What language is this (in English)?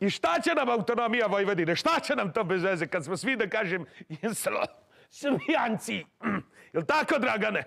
Serbian